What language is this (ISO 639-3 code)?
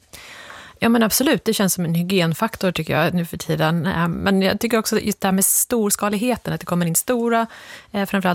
swe